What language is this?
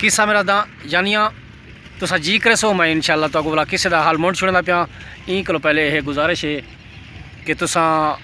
Saraiki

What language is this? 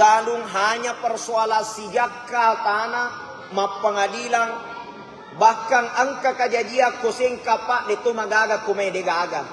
Buginese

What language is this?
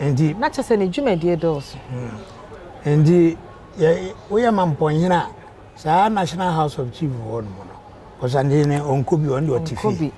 Akan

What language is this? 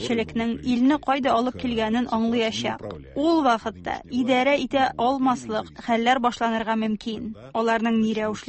Tatar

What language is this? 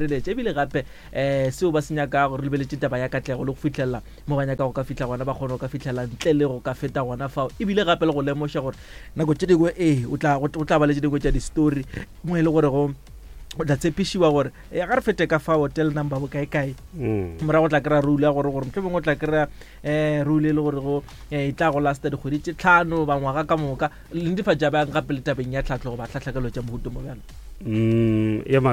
Northern Sotho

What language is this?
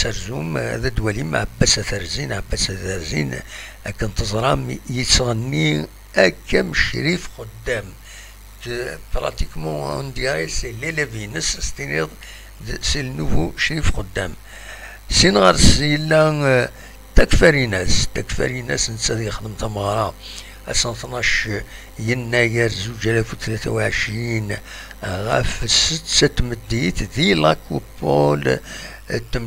Kabyle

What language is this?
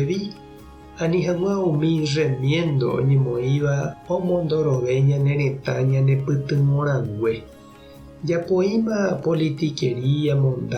Guarani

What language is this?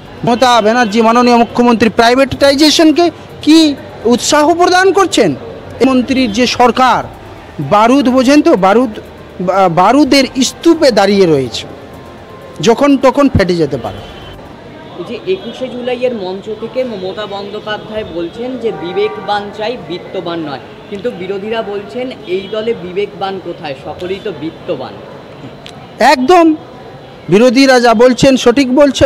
Bangla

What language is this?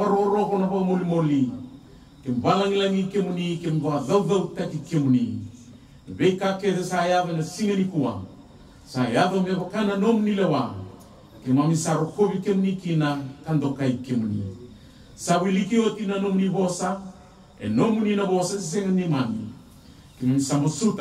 Fijian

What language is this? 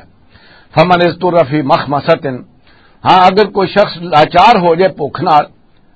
Western Panjabi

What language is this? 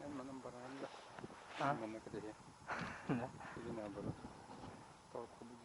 Yakut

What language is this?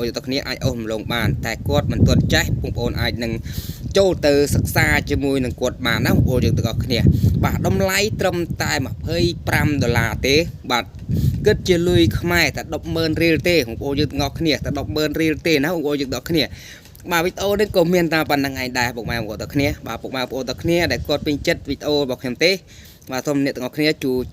Khmer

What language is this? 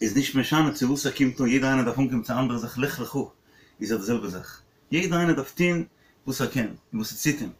Yiddish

